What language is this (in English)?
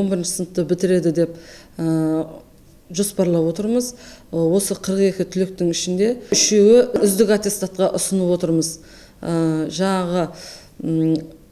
Kazakh